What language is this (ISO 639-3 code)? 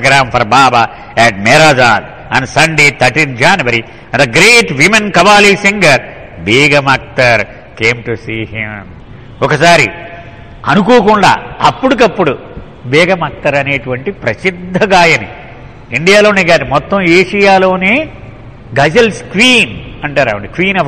tel